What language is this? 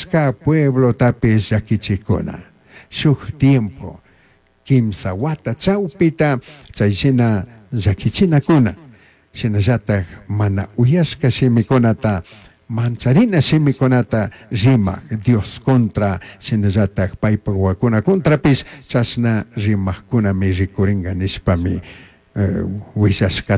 Chimborazo Highland Quichua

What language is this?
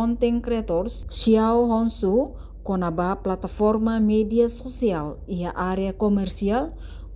Tetum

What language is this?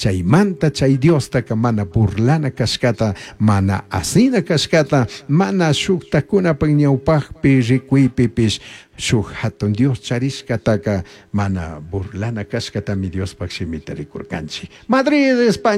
Chimborazo Highland Quichua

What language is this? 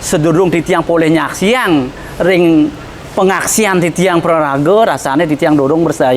Balinese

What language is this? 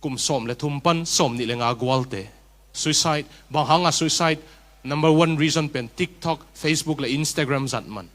Tedim Chin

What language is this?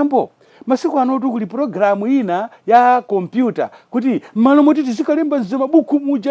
Nyanja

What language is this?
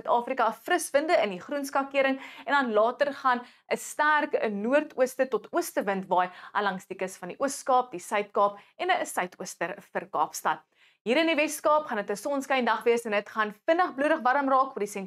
Afrikaans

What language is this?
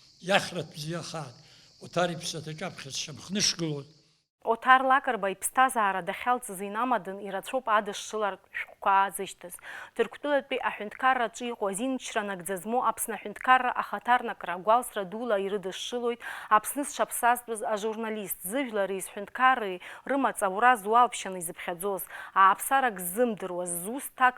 Abkhazian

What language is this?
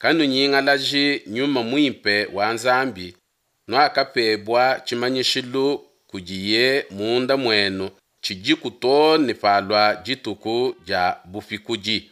Luba-Lulua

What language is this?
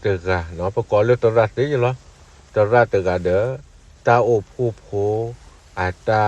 S'gaw Karen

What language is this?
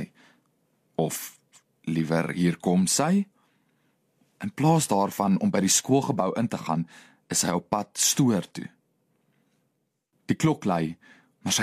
Afrikaans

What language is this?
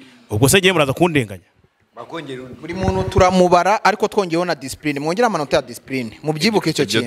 Kinyarwanda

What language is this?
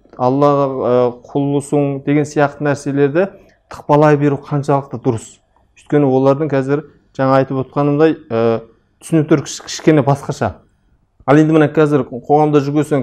Kazakh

